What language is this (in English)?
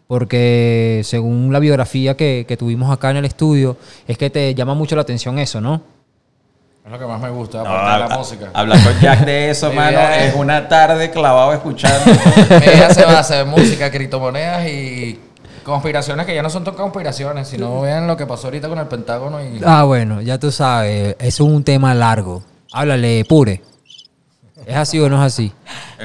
Spanish